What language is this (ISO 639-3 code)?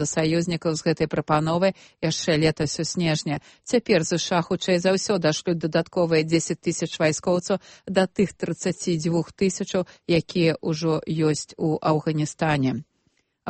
bel